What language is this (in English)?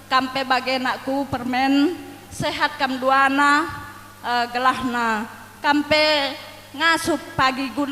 Batak Karo